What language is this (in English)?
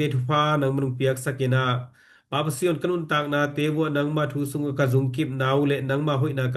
Tedim Chin